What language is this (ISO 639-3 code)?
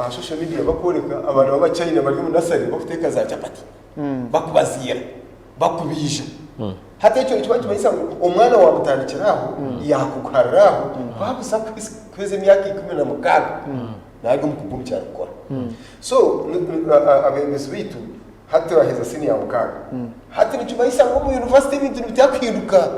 nyn